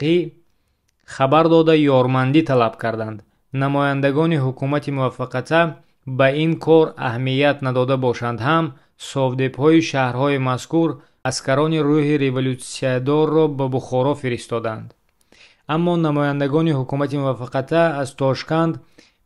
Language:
Tajik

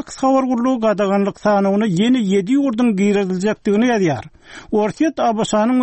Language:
Turkmen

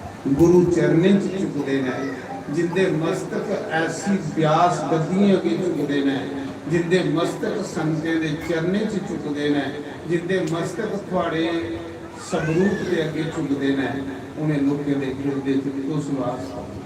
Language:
Dogri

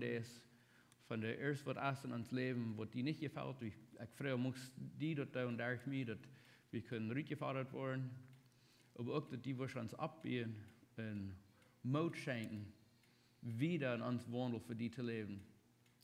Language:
Plautdietsch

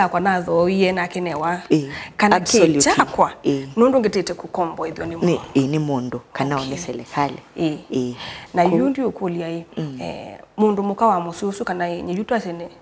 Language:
Kamba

